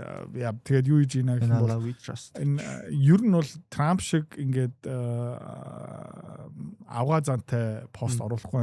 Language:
Mongolian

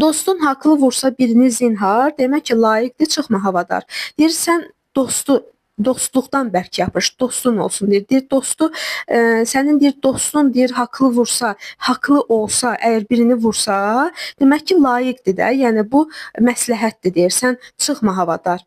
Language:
Azerbaijani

